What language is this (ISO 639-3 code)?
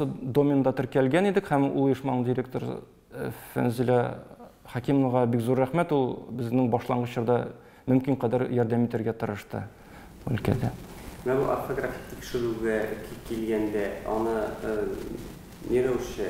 tat